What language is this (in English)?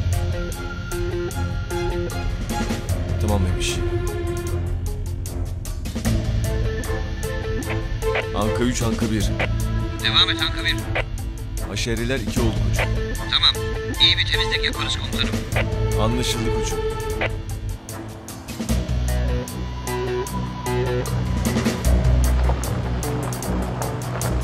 Turkish